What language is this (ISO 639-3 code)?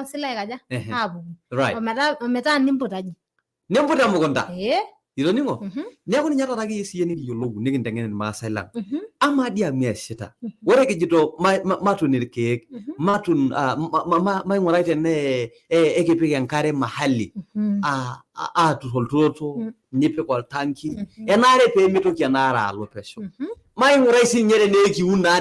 mas